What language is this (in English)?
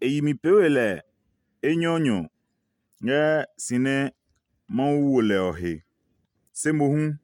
Adangme